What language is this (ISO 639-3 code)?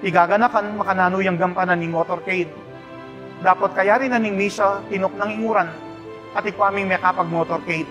pam